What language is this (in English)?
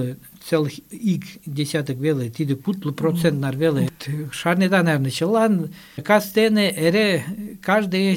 Mari